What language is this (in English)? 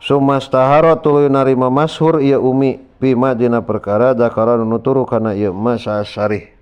Sundanese